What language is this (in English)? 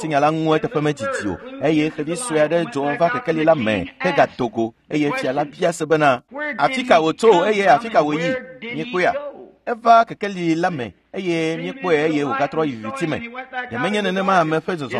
Ewe